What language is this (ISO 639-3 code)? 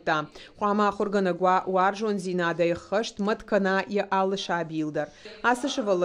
oss